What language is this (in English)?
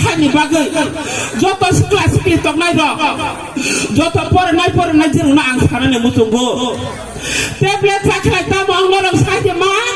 Kok Borok